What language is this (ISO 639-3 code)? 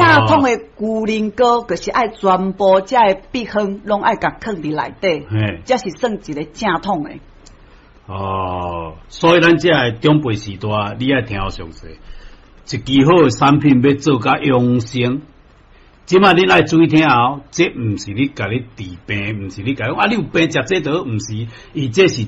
nan